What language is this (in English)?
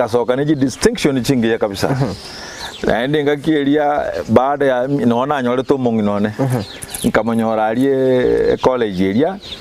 Gusii